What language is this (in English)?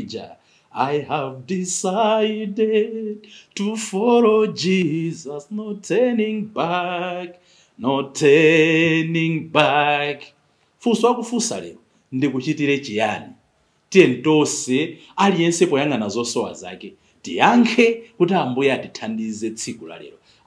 Nyanja